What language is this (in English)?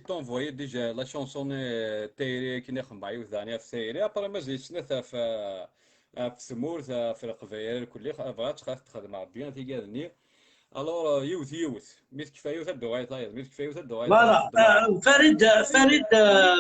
Kabyle